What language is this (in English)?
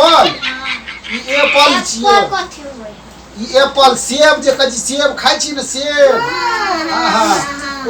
Maithili